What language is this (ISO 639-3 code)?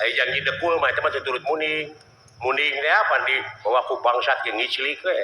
sun